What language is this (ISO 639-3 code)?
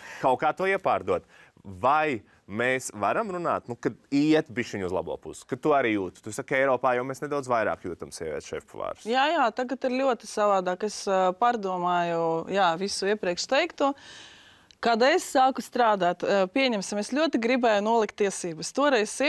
lav